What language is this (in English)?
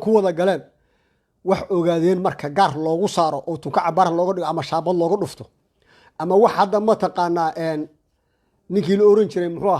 Somali